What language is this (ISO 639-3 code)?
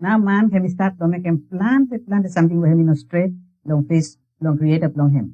bis